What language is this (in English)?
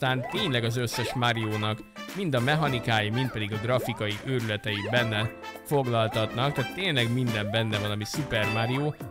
Hungarian